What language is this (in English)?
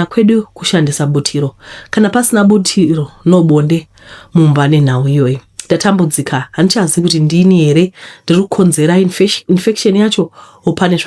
Shona